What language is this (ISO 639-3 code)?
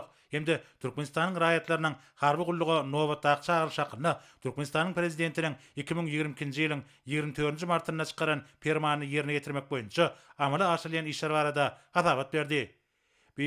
tuk